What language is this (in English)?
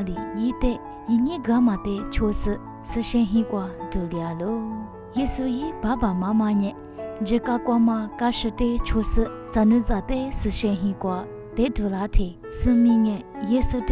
Lisu